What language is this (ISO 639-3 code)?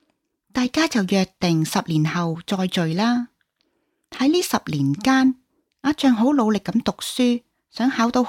yue